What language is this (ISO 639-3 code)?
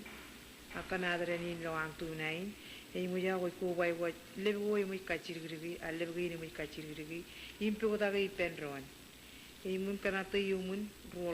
mah